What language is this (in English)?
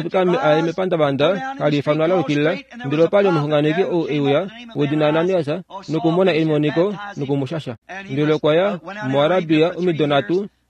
Kuanyama